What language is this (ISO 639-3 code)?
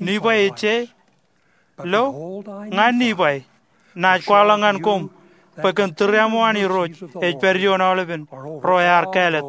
mah